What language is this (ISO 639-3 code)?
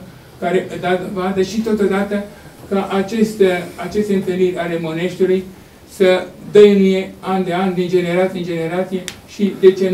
ron